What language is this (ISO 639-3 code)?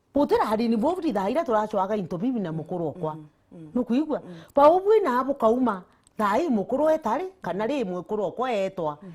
mer